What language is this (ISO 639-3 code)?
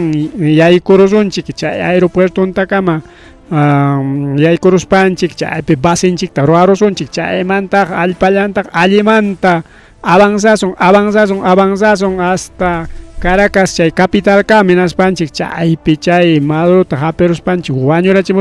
quy